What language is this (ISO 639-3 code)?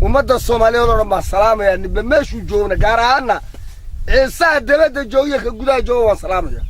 som